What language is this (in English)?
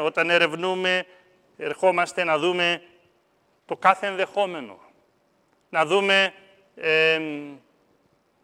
Greek